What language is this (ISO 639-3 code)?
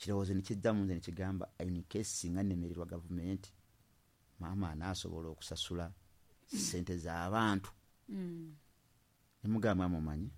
lug